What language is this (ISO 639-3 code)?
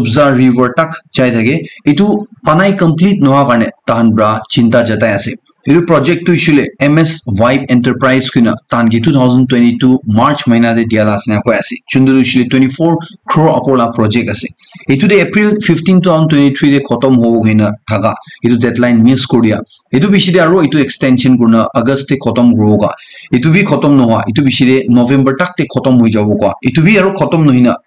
nag